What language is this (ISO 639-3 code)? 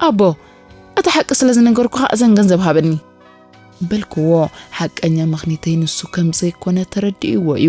tir